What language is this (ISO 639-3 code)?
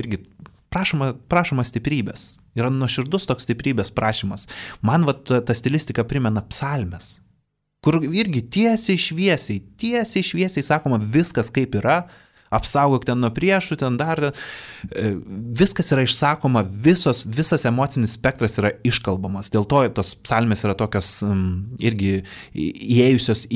lit